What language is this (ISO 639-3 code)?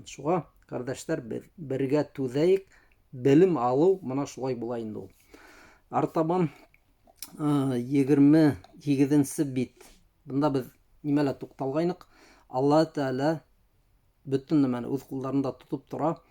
bak